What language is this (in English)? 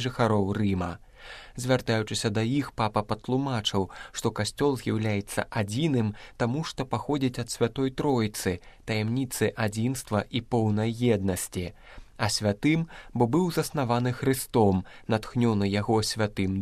Belarusian